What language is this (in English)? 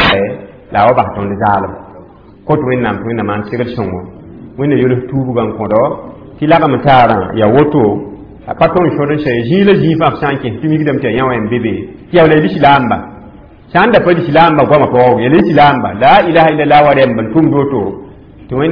Mossi